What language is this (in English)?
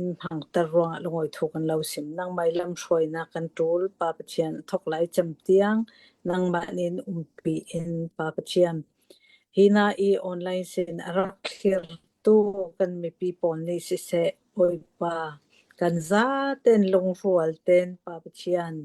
Hakha Chin